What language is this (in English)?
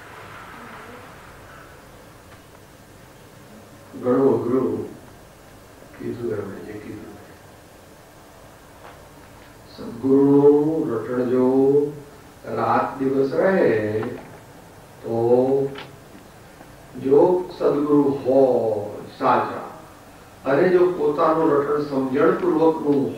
Gujarati